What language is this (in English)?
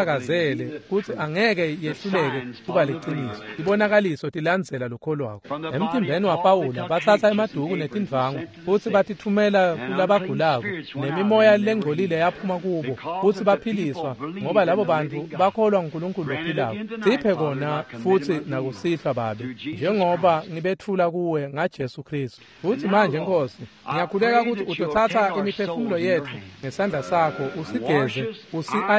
Swati